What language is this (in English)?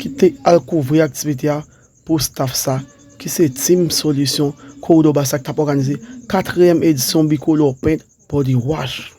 Haitian Creole